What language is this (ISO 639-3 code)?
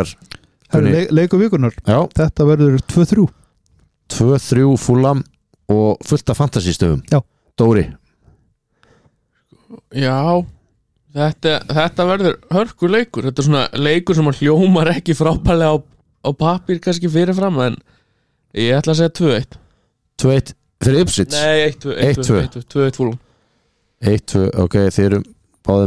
isl